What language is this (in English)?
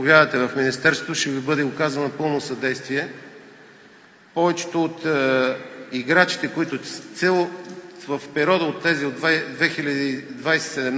Bulgarian